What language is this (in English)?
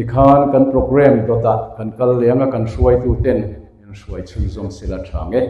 Mizo